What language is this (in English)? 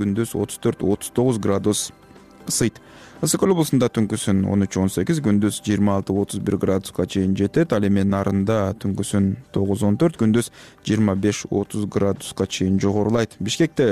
Kyrgyz